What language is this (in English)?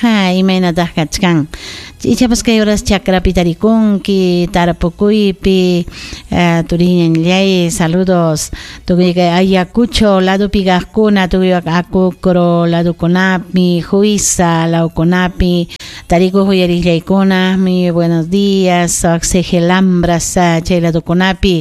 Ayacucho Quechua